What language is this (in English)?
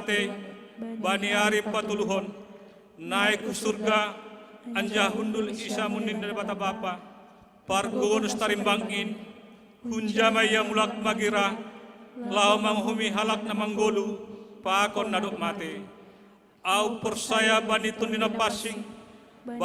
Batak Simalungun